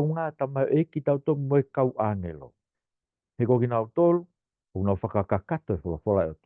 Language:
Tongan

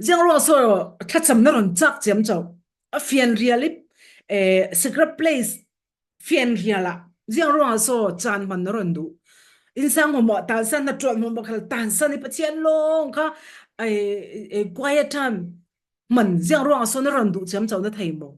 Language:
Falam Chin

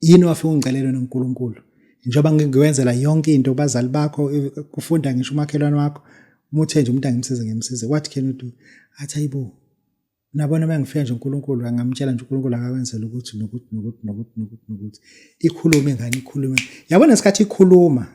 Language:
Zulu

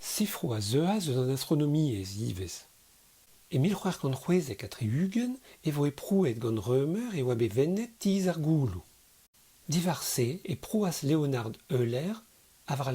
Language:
Breton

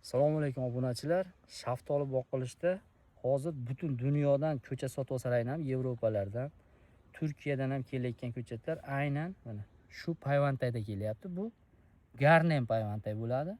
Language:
Uzbek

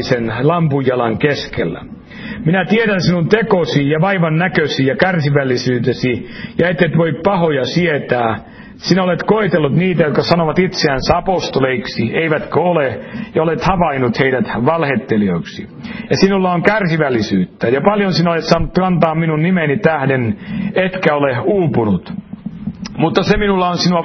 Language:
Finnish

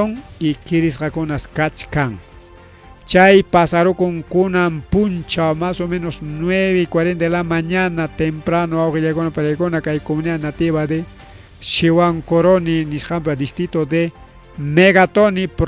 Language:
Ayacucho Quechua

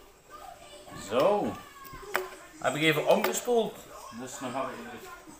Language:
Dutch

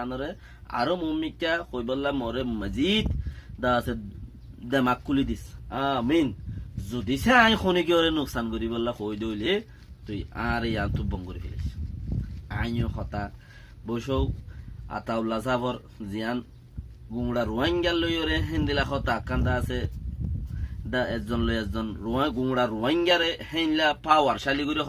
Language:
Rohingya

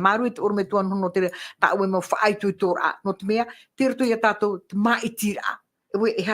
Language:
Tahitian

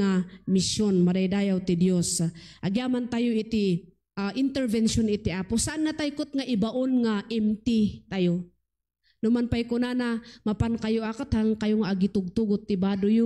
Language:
Iloko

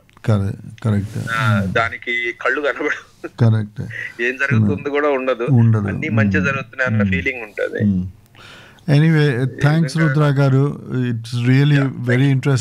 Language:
Telugu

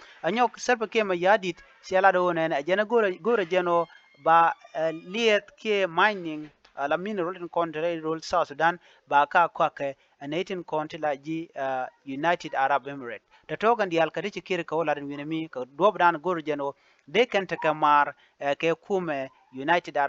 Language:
Nuer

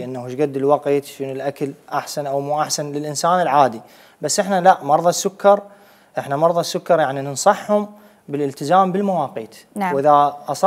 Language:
Mesopotamian Arabic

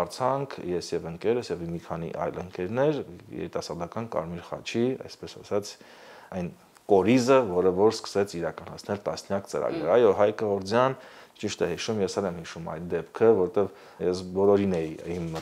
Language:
Armenian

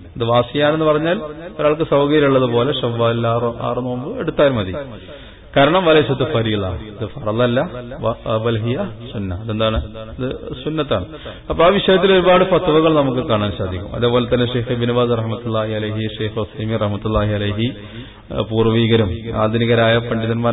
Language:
Malayalam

